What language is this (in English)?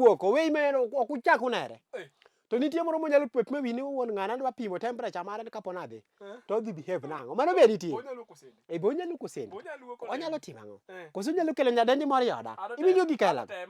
Luo (Kenya and Tanzania)